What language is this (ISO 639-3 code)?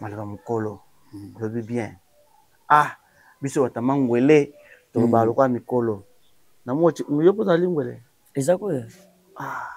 lin